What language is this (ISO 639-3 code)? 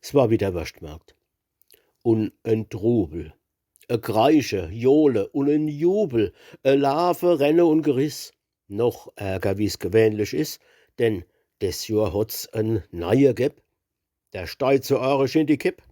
pfl